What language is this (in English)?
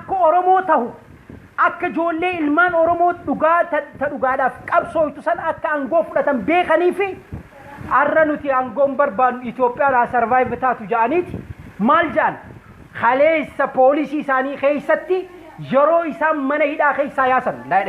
Oromo